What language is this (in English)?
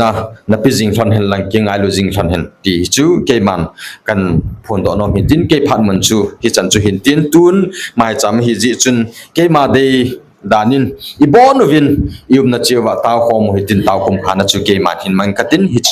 Thado Chin